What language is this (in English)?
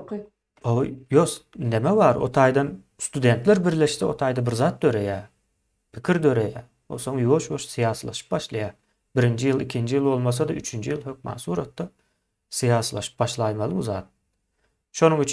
Turkmen